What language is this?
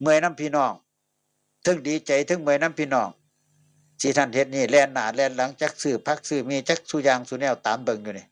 Northeastern Thai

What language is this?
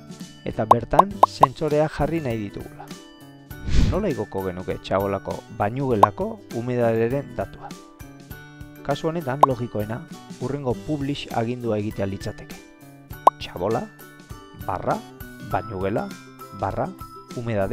Basque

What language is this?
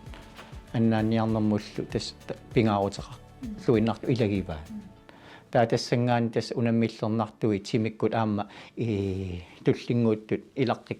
Kalaallisut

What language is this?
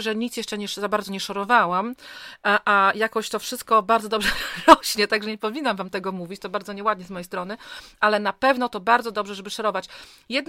Polish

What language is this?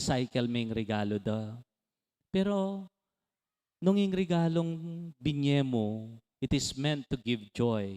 Pampanga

